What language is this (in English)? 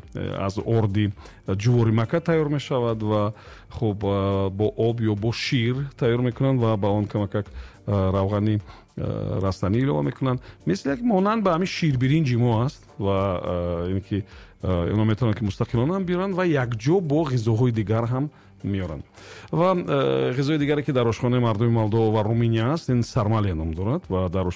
Tajik